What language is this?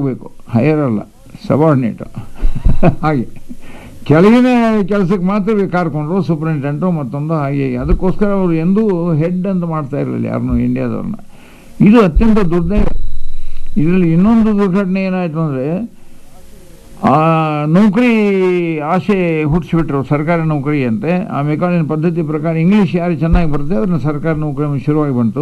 Kannada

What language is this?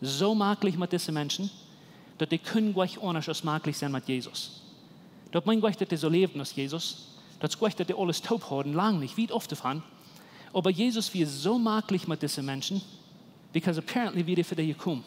Plautdietsch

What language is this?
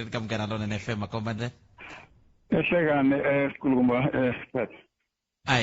Tsonga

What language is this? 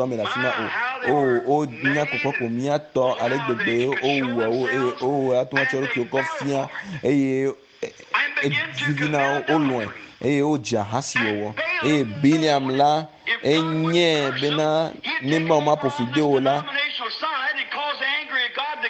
Ewe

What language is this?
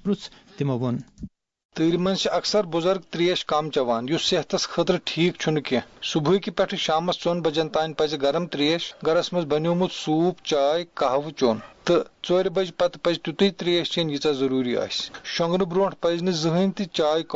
Kashmiri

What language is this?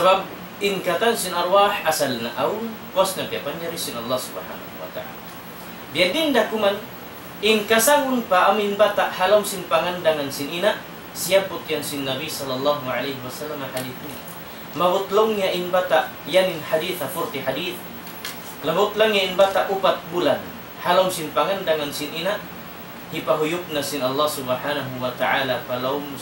Tausug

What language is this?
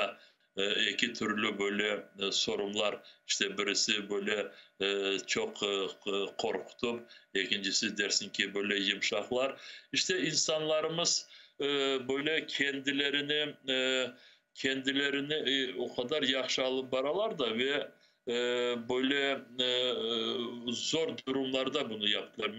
Crimean Tatar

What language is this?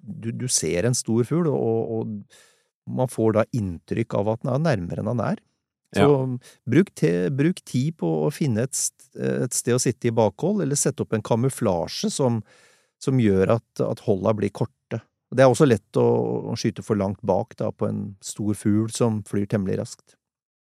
Norwegian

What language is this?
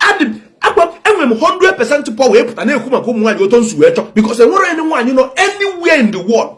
Igbo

